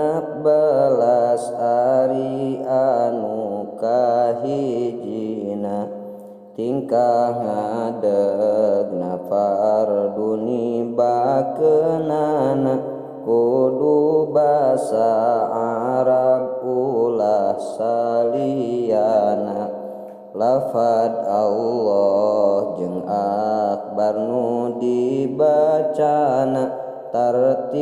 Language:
Sundanese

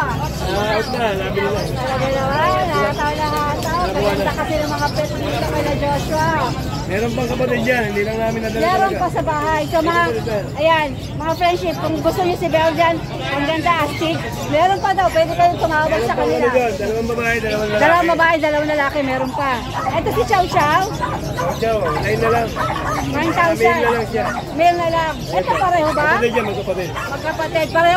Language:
Filipino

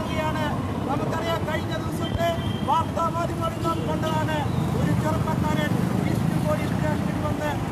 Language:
Malayalam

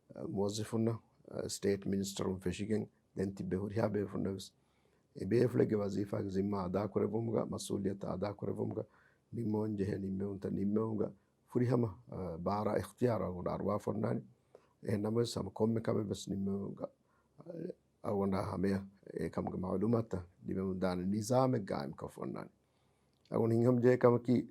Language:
Divehi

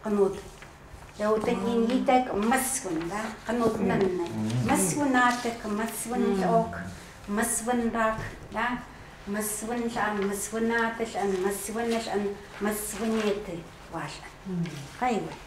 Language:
Chukot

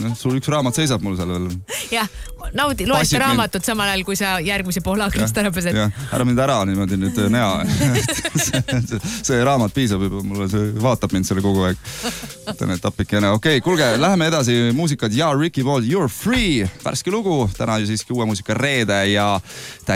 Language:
Estonian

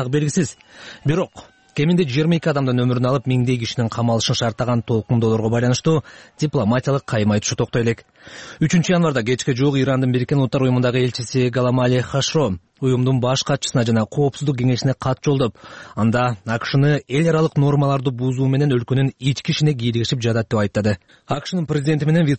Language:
Kyrgyz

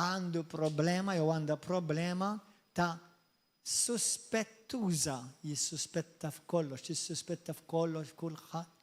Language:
Maltese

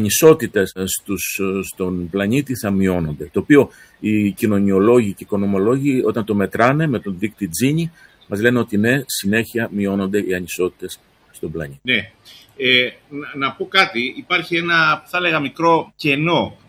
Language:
Greek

